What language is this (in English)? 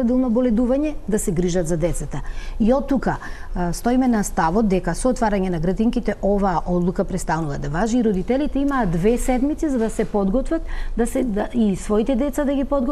Macedonian